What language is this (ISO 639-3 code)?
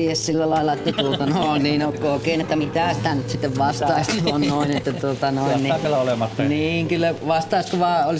fin